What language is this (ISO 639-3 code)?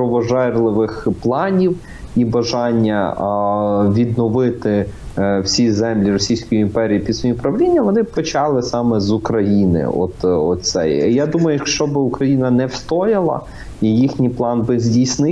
ukr